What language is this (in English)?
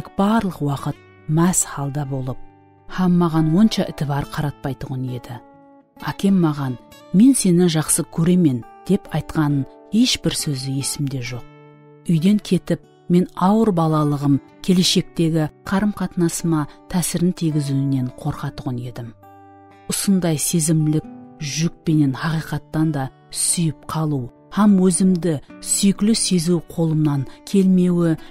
Kara-Kalpak